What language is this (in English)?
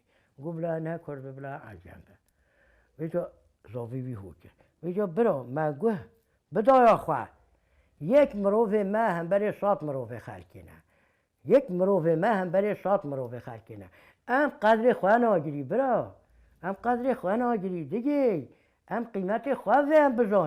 Kurdish